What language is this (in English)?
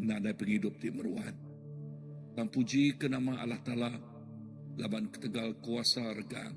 Iban